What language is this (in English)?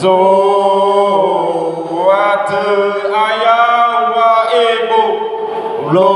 Nias